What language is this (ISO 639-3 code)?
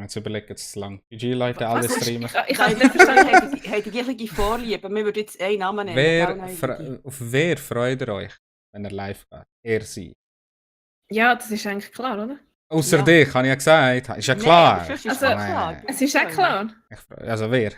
gsw